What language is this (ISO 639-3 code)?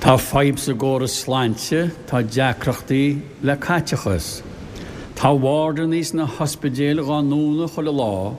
gle